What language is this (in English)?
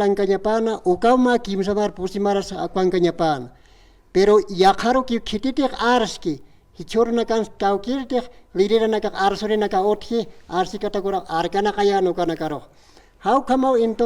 Aymara